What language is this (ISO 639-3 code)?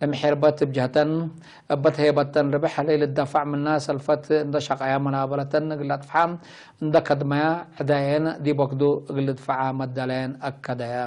tig